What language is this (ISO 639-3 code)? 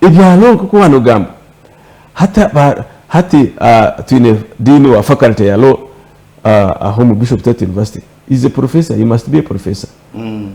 nyn